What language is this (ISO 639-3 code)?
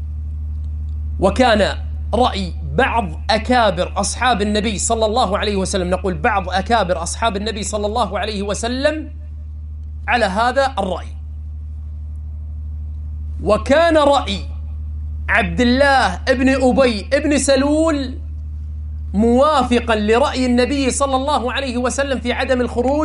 ara